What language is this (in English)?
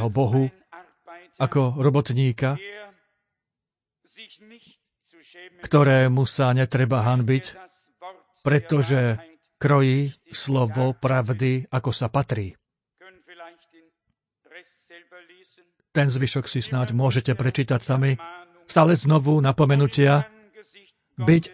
Slovak